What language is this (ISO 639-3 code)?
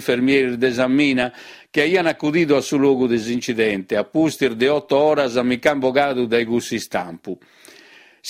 srd